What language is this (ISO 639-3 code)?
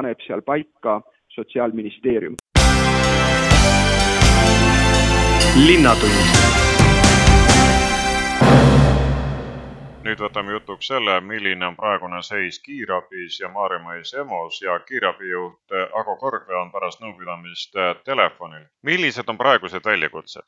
est